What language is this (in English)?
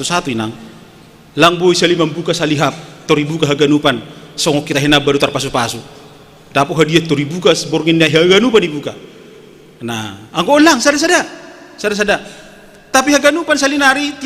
Batak Simalungun